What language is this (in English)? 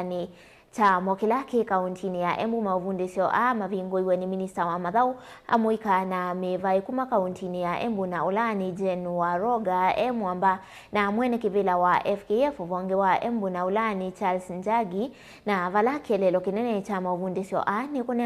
Kamba